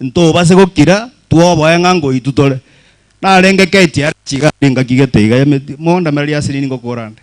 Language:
Gusii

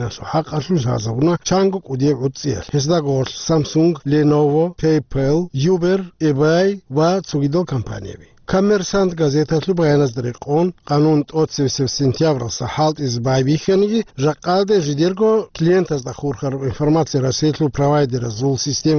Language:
Avaric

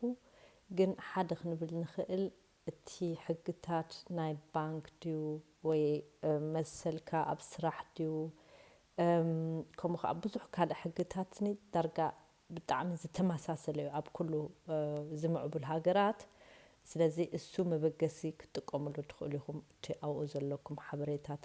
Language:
Tigrinya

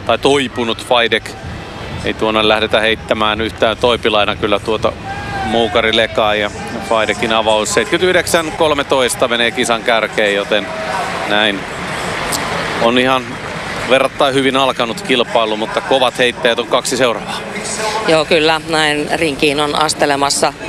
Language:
Finnish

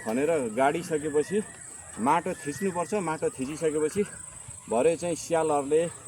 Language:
Nepali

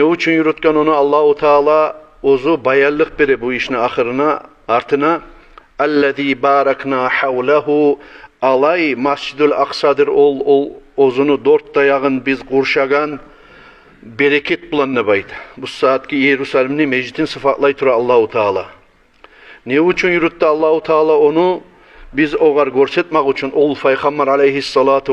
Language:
Kumyk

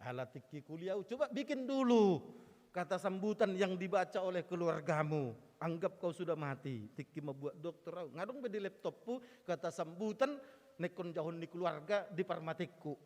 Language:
Batak Toba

